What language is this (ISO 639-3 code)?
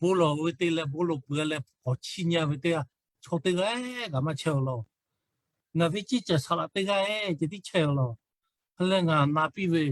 lhu